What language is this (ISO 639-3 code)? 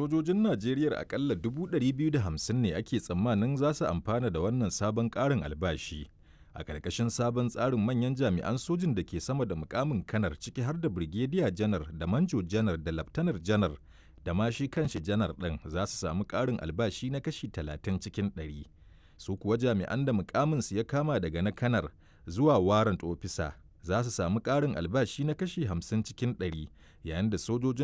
hau